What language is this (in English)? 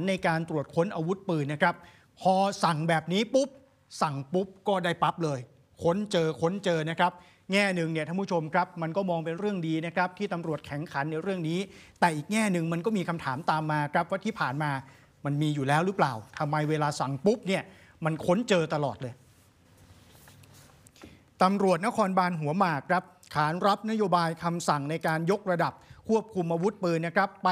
Thai